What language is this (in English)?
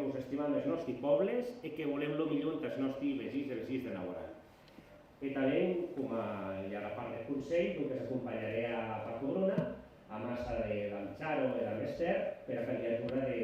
Occitan